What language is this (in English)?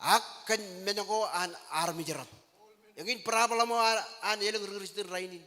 Marshallese